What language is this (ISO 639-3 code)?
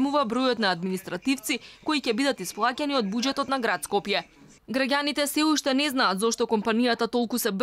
mkd